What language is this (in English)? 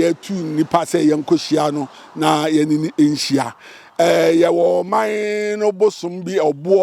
Akan